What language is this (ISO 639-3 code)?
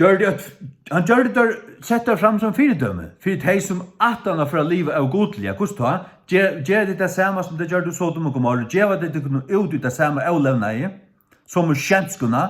fao